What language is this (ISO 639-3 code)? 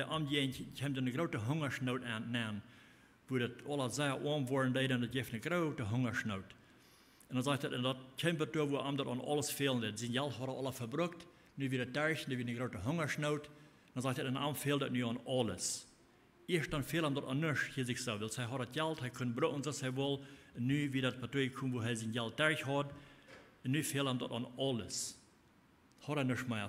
pdt